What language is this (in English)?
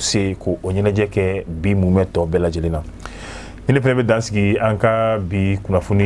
Bambara